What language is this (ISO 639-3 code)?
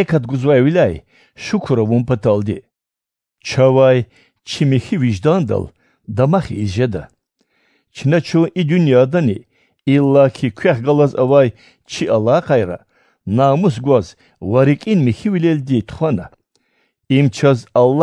lez